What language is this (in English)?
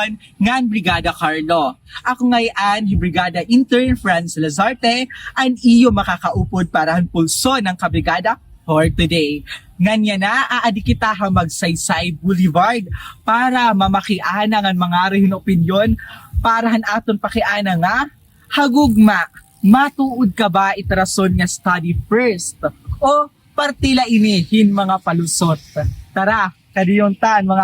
Waray